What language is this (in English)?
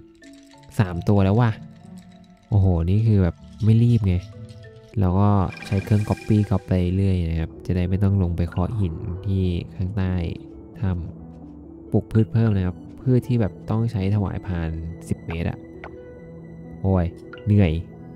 Thai